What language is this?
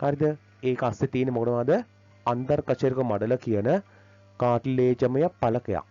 Sinhala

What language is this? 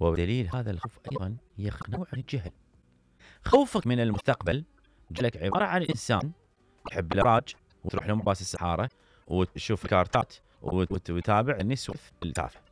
Mesopotamian Arabic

